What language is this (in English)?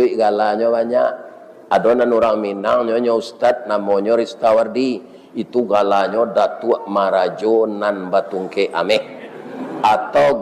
Minangkabau